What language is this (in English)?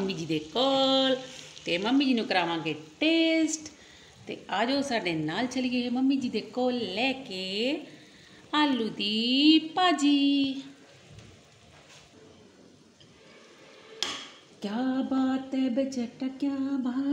Punjabi